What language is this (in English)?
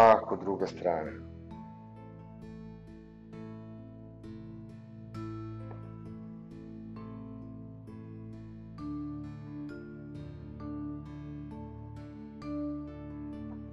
Croatian